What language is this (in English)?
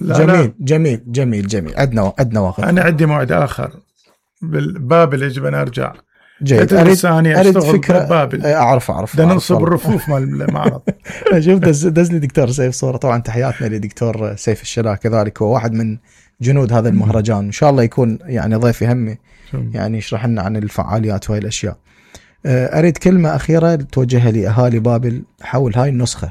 Mesopotamian Arabic